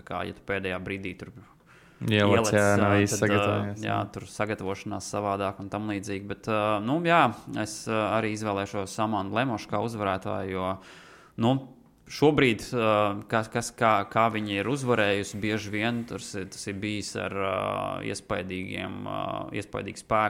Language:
Latvian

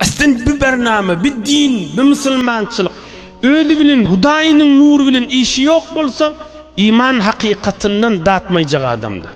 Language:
Turkmen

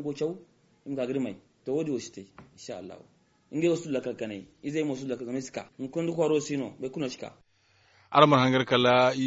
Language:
Zarma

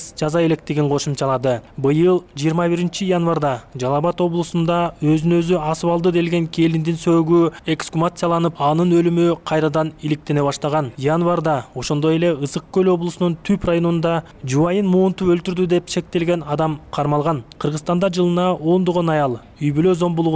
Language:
Kyrgyz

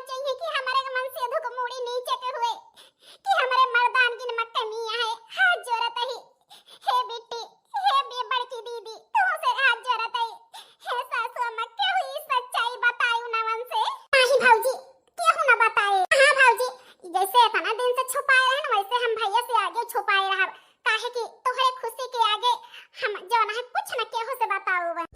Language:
Awadhi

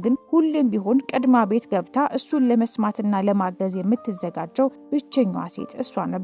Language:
Amharic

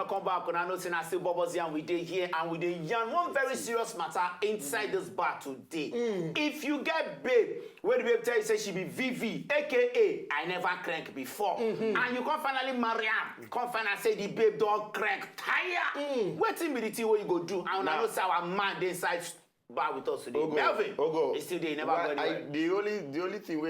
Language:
Nigerian Pidgin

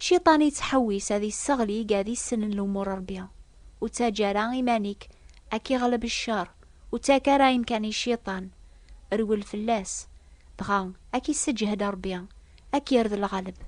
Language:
Kabyle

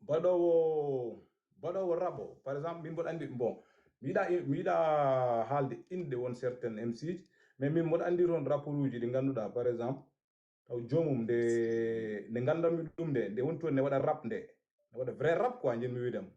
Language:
Fula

